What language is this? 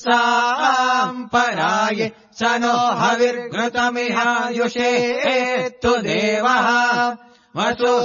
Sanskrit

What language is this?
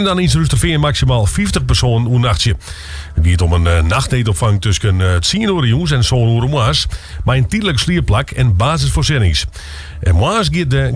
Western Frisian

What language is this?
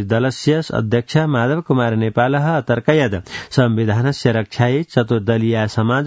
Sanskrit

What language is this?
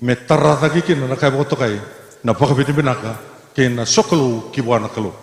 Fijian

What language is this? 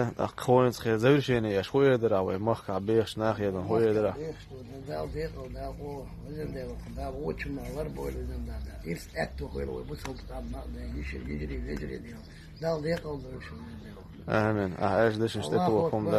Chechen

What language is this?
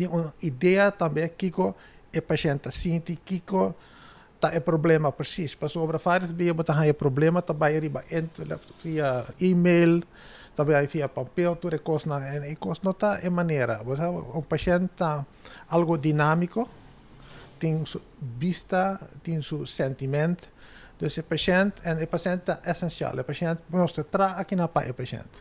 Papiamento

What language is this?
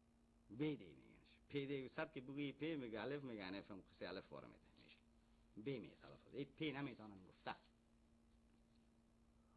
Persian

